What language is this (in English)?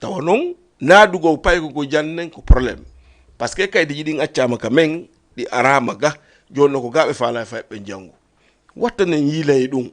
Fula